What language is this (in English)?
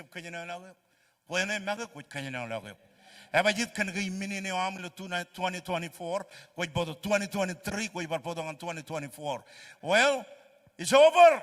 Marshallese